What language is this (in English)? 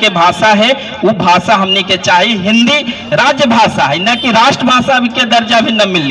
Magahi